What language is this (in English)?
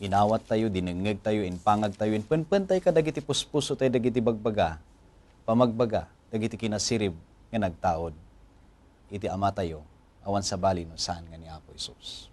Iloko